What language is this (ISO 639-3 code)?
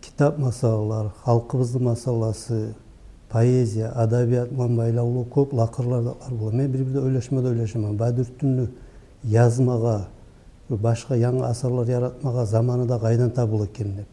kum